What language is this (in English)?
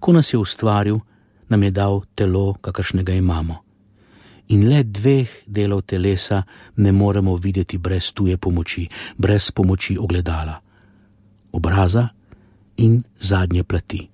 Slovenian